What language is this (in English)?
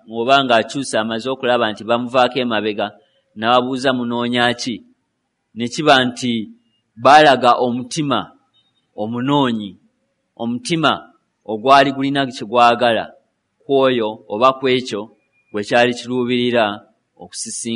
Ganda